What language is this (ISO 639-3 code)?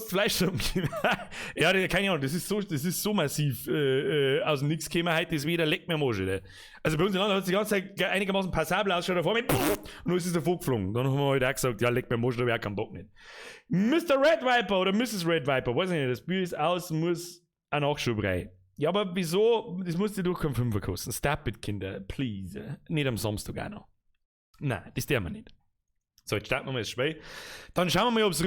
bar